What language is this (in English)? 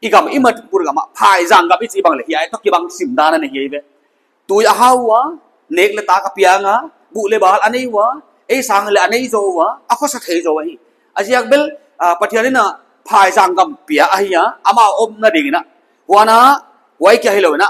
Paite Chin